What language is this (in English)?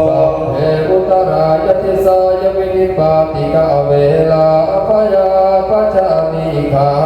Pali